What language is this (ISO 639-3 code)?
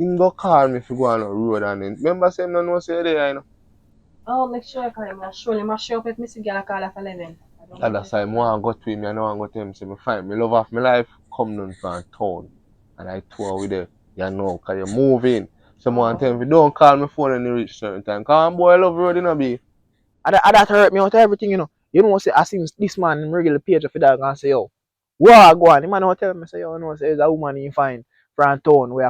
jam